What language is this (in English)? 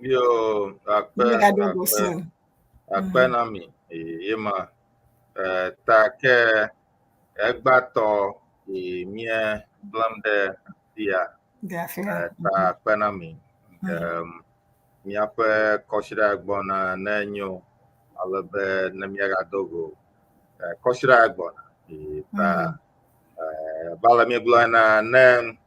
Ewe